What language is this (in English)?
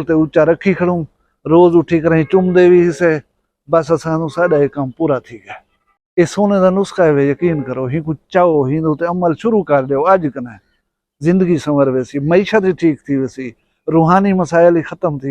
Saraiki